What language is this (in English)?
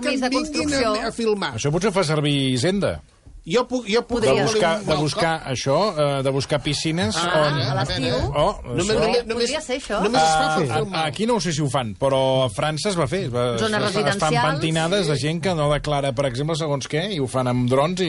Catalan